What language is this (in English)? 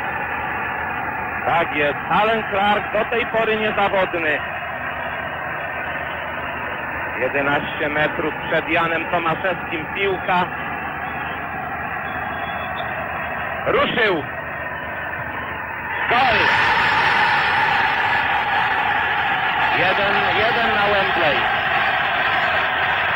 Polish